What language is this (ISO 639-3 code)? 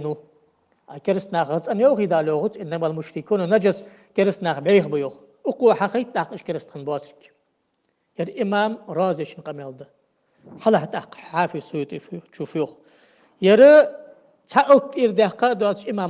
inh